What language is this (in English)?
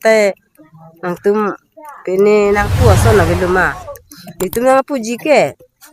Karbi